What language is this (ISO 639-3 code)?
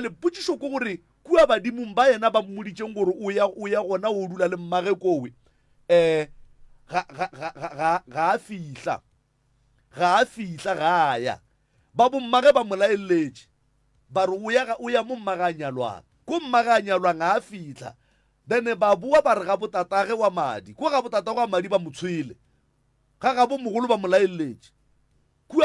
nso